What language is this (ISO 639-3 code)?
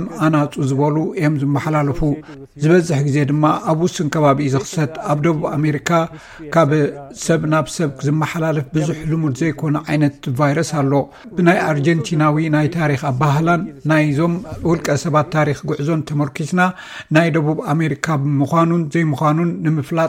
tir